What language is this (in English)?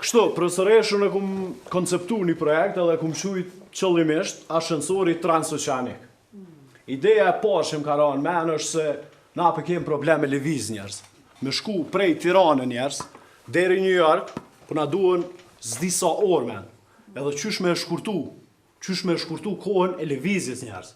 Albanian